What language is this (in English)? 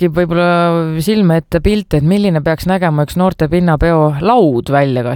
Estonian